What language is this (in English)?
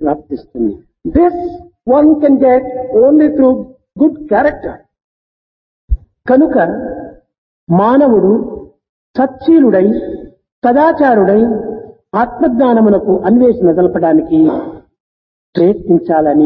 Telugu